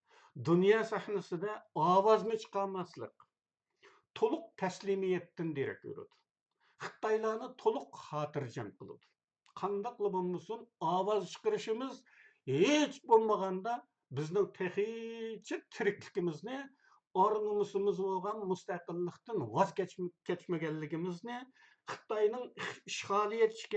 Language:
Uyghur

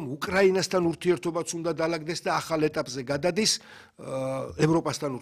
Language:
Georgian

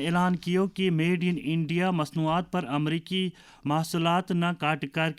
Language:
Gujari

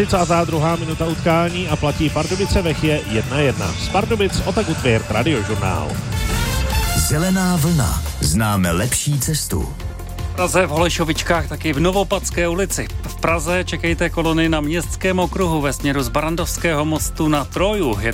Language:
Czech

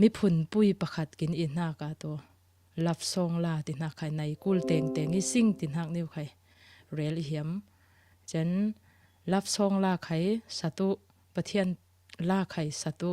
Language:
Falam Chin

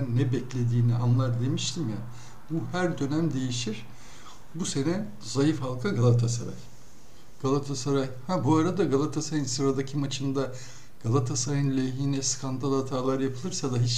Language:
Turkish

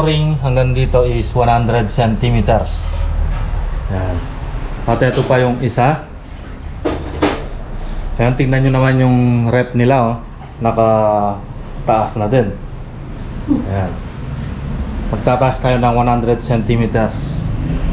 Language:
Filipino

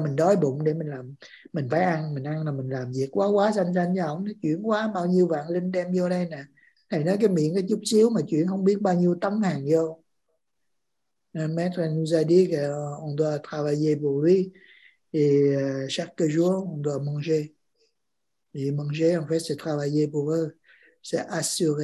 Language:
Vietnamese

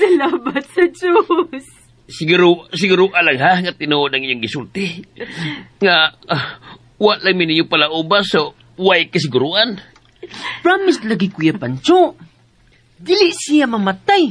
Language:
Cebuano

